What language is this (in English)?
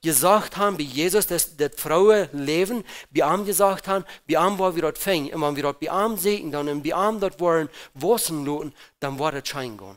Plautdietsch